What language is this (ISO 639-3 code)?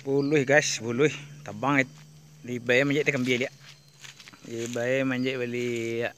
min